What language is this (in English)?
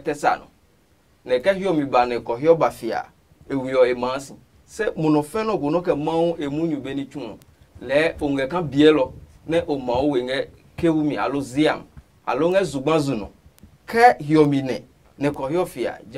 Adangme